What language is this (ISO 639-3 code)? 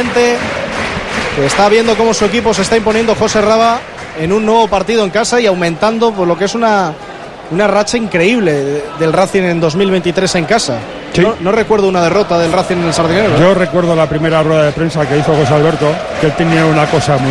spa